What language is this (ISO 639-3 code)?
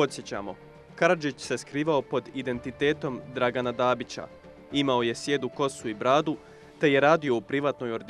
bos